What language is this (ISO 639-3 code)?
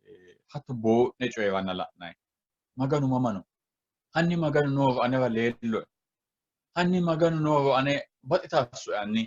sid